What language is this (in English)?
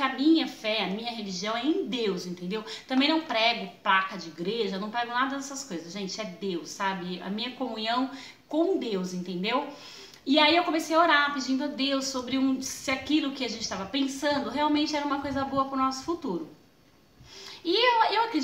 Portuguese